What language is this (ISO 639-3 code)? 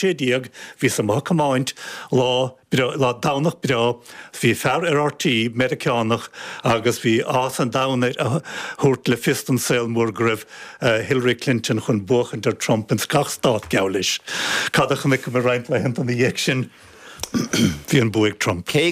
gle